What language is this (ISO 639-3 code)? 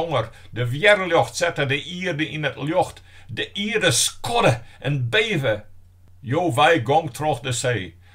fry